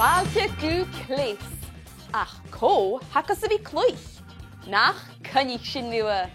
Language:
Scottish Gaelic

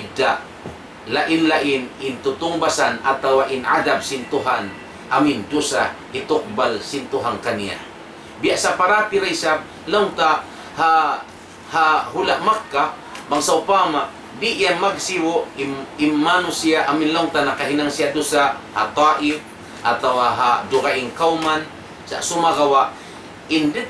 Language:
Tausug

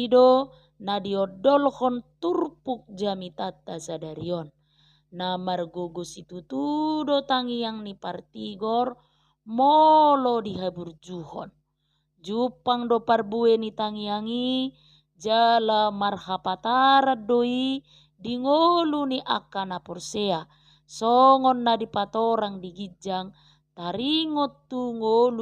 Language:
Batak Toba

